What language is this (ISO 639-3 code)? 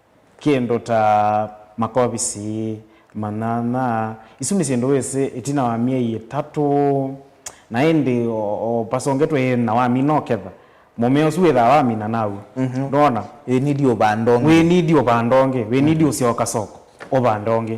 kam